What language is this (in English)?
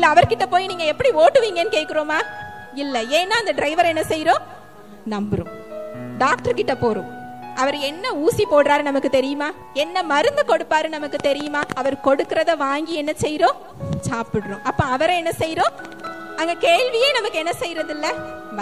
Tamil